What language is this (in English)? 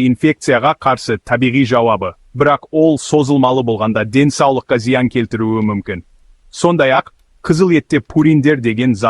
Kazakh